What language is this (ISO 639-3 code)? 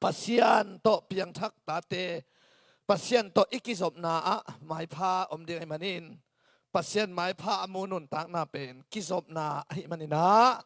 ctd